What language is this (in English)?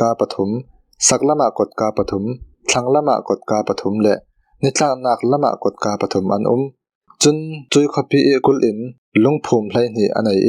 Falam Chin